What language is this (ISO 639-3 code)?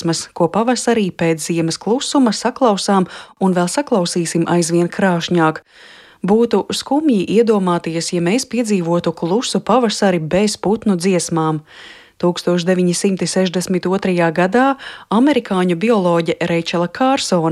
lav